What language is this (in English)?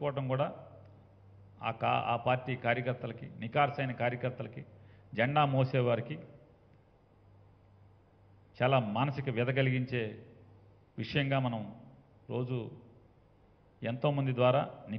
Telugu